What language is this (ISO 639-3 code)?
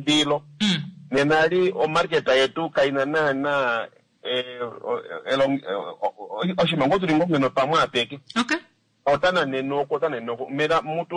kua